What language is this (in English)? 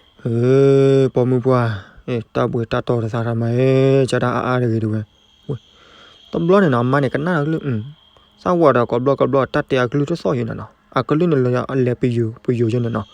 S'gaw Karen